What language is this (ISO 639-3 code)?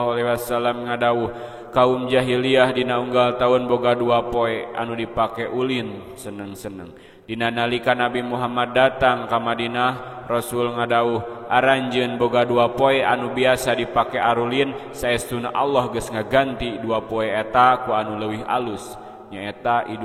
sun